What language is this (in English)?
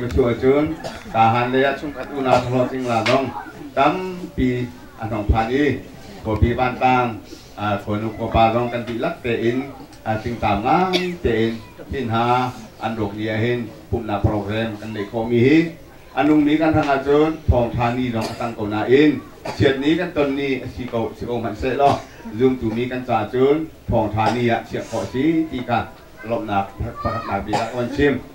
Hakha Chin